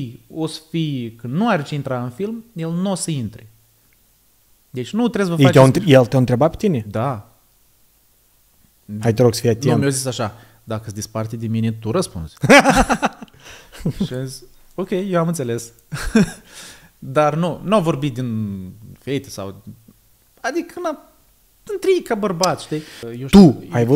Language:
Romanian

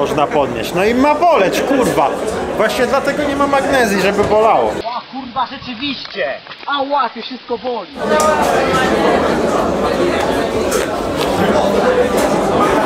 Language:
Polish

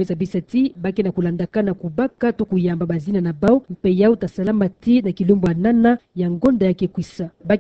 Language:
Kituba (Democratic Republic of Congo)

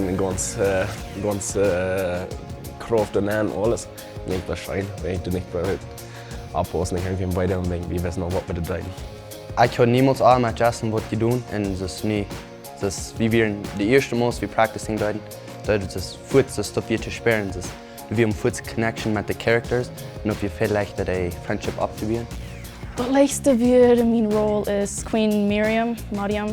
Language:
Plautdietsch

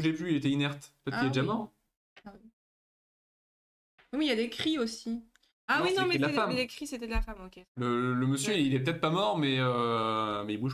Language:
French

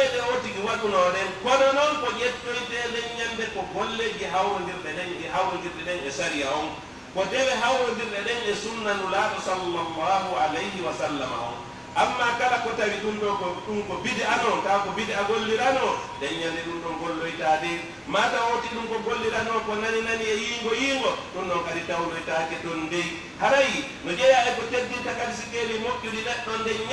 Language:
Pular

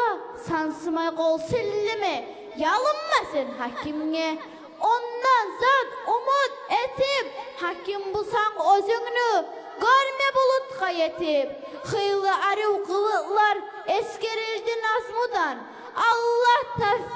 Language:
Kumyk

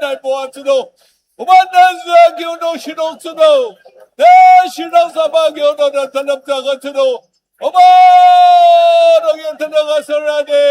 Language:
Ao Naga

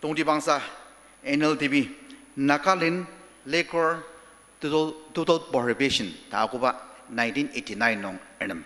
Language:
Ao Naga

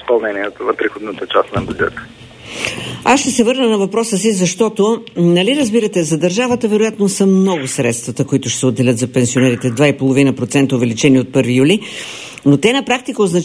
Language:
Bulgarian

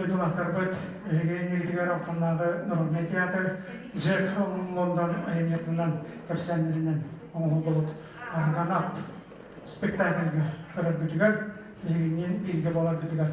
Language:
Yakut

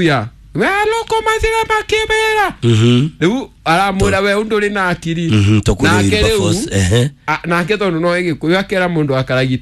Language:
Kikuyu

